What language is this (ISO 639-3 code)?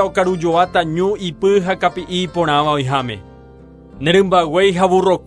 grn